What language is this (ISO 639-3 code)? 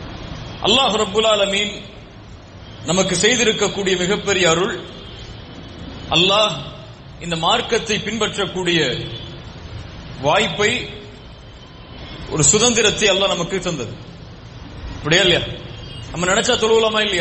tam